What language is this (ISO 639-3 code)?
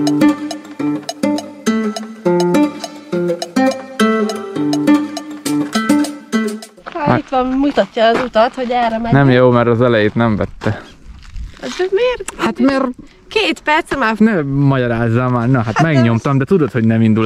hun